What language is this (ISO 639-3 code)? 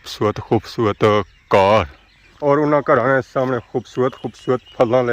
phr